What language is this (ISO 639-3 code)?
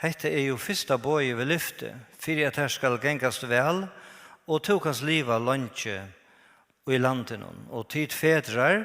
fao